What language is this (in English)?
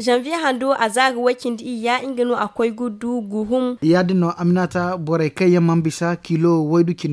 Zarma